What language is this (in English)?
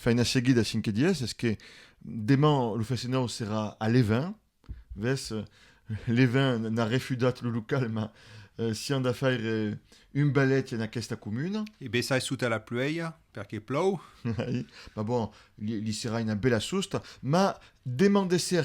Occitan